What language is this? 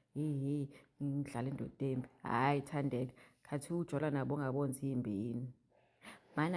Zulu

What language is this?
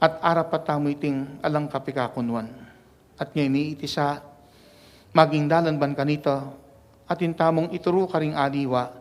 Pampanga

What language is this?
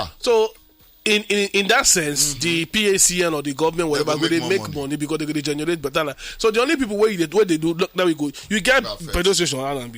Nigerian Pidgin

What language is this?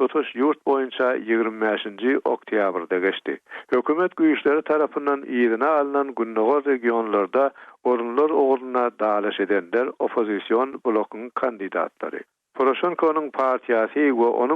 Turkmen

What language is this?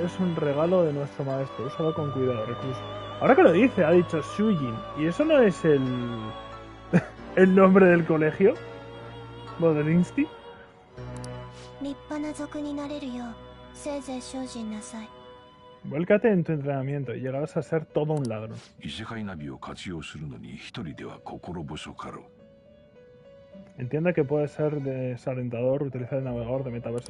Spanish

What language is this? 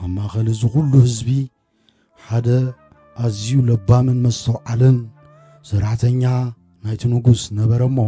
Tigrinya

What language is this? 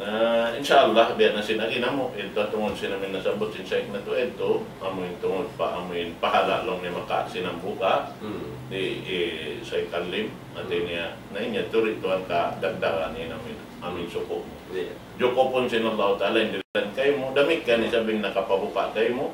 Tausug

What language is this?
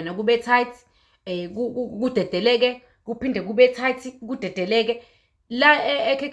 Zulu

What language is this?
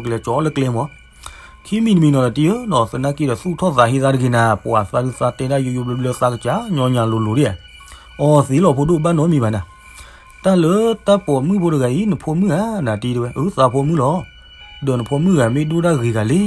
S'gaw Karen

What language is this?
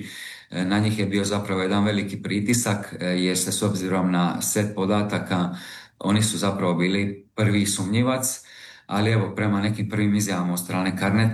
Croatian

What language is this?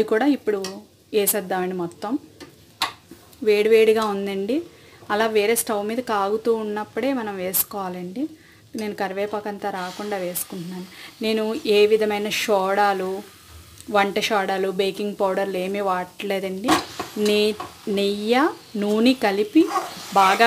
Telugu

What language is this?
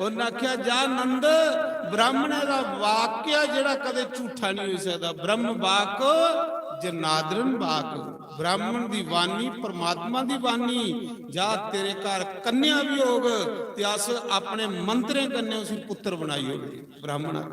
Dogri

